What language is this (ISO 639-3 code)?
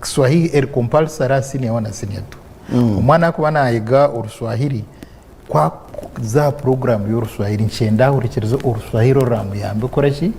nyn